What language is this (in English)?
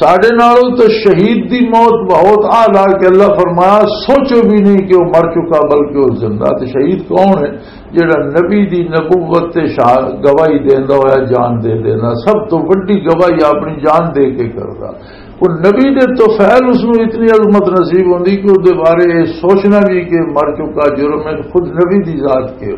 Western Panjabi